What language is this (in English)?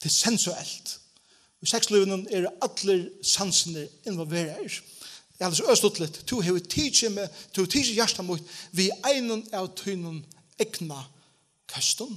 Faroese